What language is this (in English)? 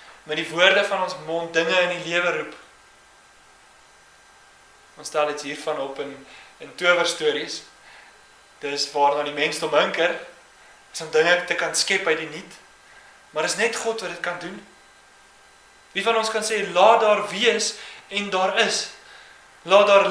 Afrikaans